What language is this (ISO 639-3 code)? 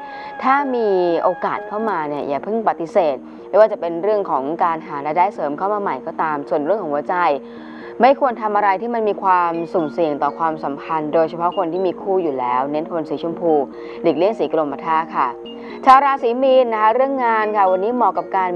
tha